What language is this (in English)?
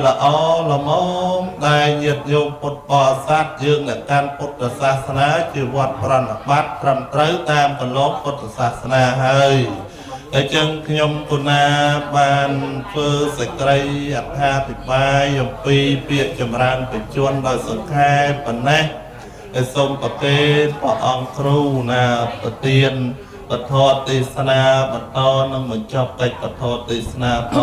Khmer